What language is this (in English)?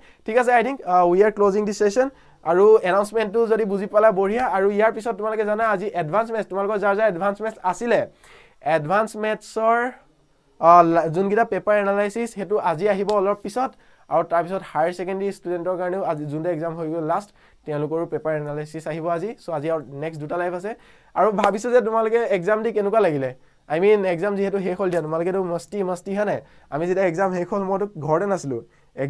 Assamese